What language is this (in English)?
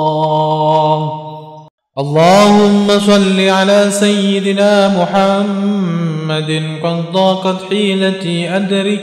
Arabic